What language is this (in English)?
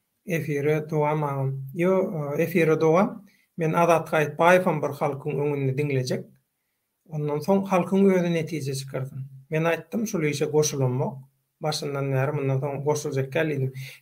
Turkmen